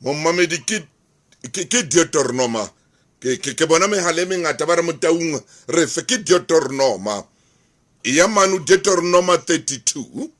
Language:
Southern Sotho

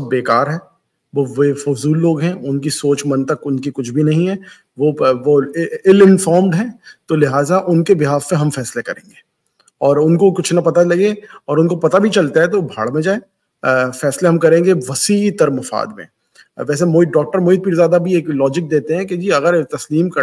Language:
Urdu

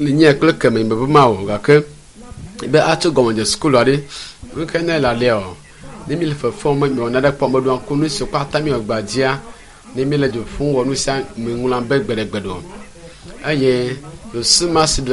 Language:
Ewe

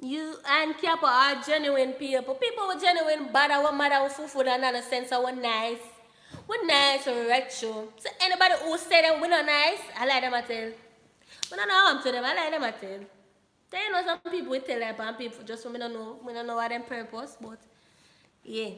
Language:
Jamaican Creole English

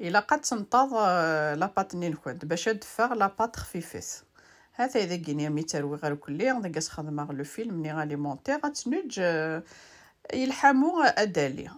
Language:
Kabyle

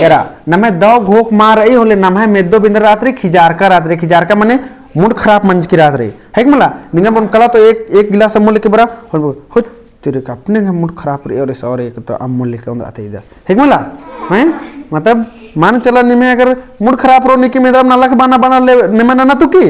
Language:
Kurukh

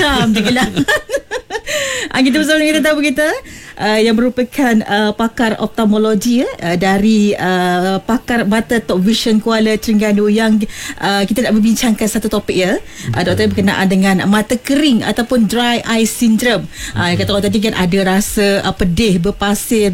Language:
Malay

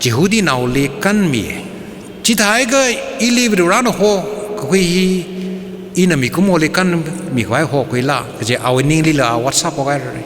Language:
Tangkhul Naga (India)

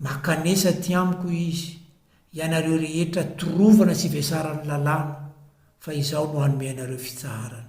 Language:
Malagasy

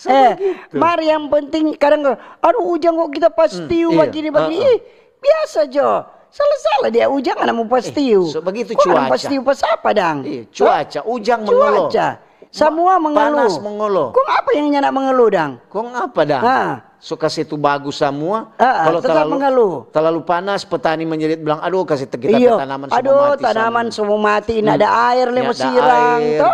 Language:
Manado Malay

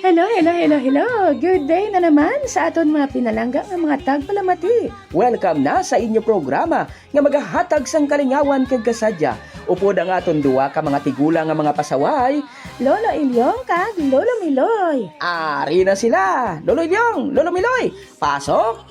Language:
Hiligaynon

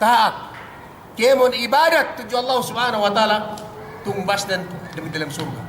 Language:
Yakan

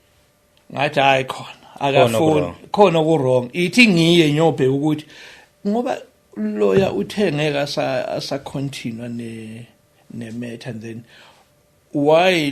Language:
Zulu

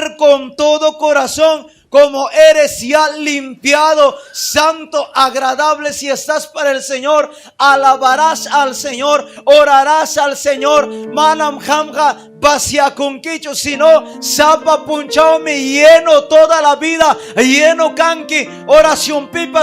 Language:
Ayacucho Quechua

